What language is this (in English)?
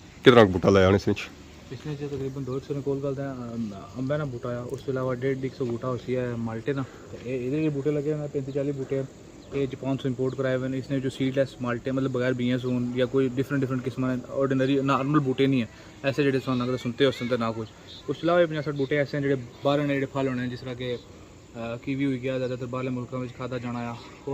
Pahari-Potwari